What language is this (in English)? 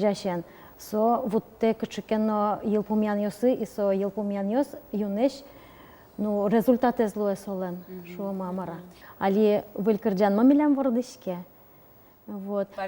Udmurt